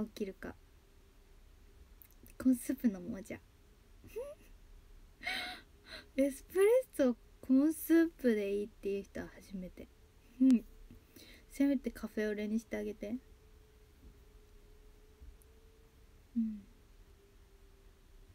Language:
Japanese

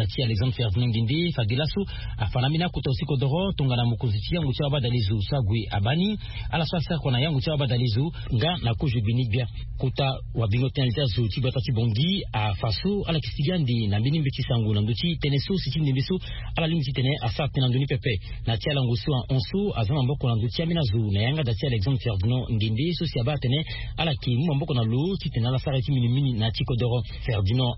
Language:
Sango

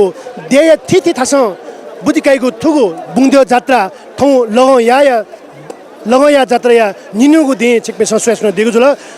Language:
Newari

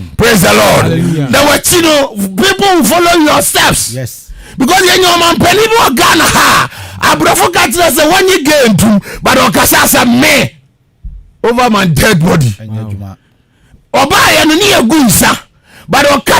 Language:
Akan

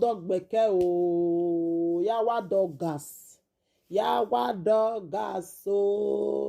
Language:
Nigerian Pidgin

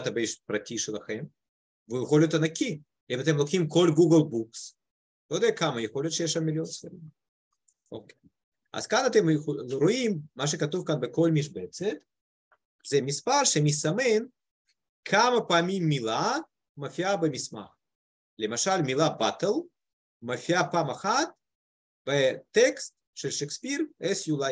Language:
Hebrew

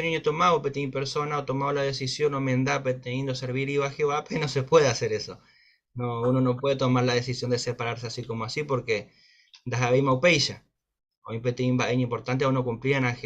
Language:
Guarani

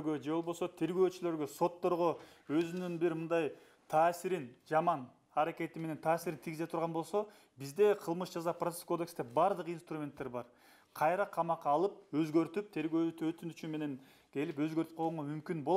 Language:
Kyrgyz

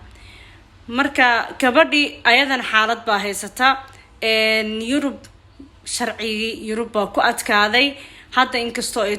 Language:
Somali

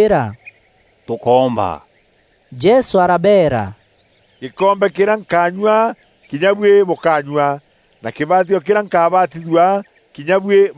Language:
Meru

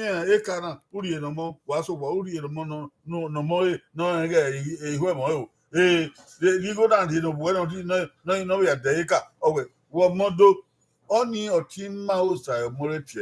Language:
Bini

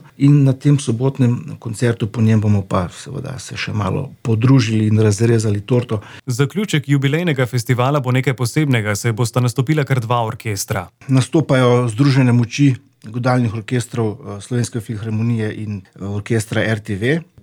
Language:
Slovenian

